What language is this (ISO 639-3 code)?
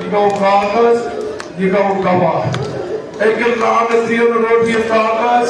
kas